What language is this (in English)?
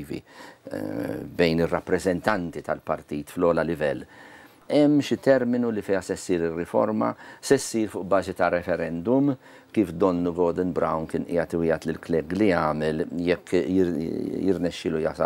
Maltese